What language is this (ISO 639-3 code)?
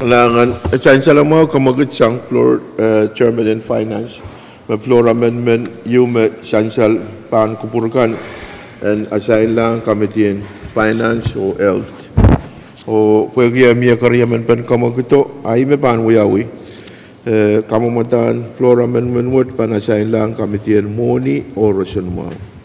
pon